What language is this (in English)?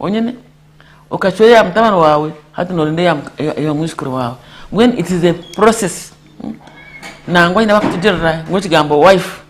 Nyankole